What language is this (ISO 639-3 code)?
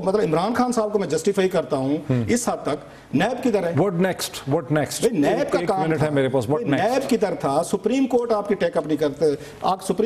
urd